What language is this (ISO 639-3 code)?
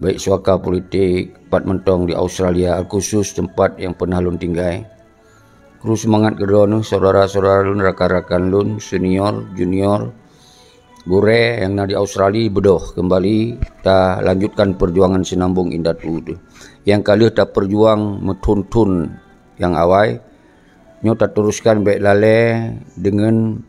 ace